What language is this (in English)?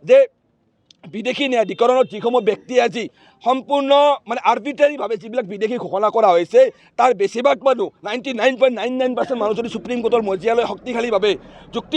Assamese